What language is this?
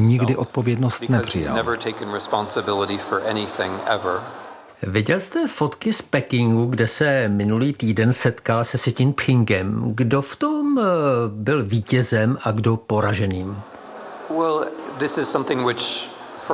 Czech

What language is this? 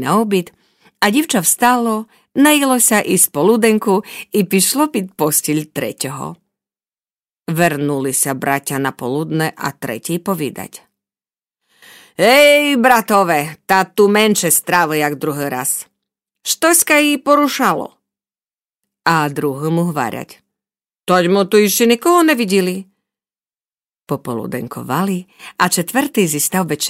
Rusyn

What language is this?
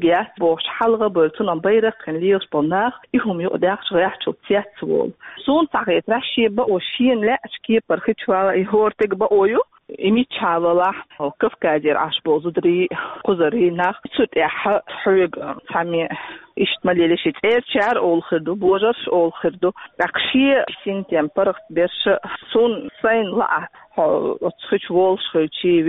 Chechen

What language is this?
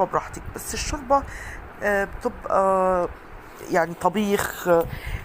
Egyptian Arabic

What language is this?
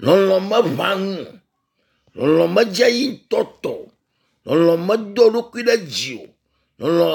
Ewe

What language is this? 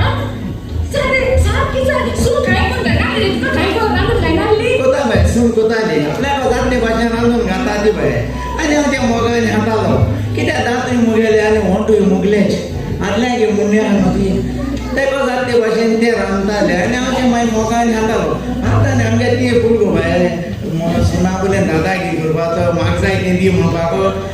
Konkani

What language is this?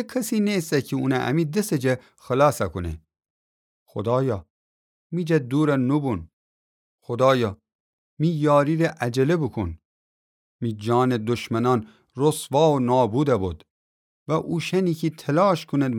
Gilaki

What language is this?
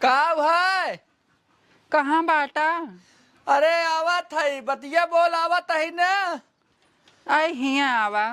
Awadhi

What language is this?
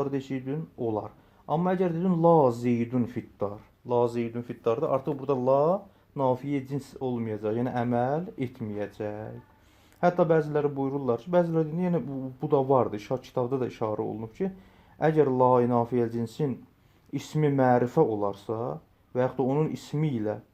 Azerbaijani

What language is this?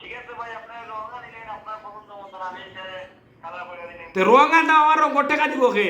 Sylheti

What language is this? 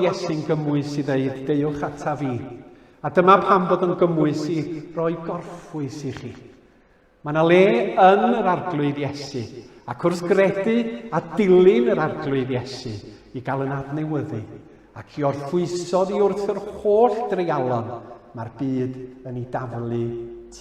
Welsh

